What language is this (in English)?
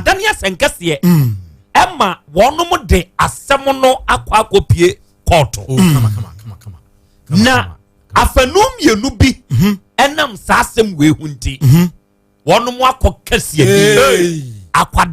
Akan